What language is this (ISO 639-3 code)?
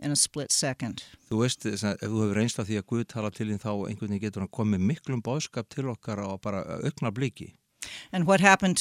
isl